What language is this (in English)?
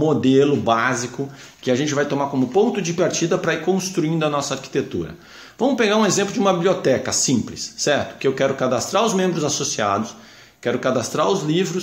Portuguese